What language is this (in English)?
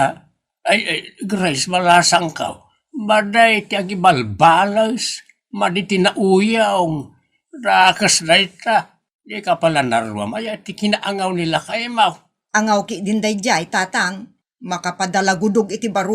Iloko